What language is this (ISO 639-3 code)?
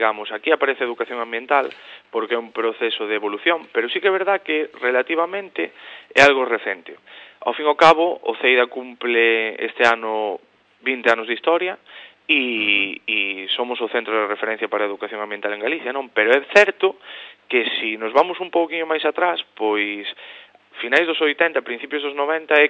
glg